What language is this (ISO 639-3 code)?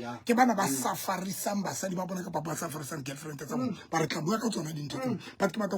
sot